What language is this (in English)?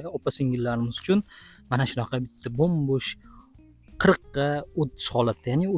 Uzbek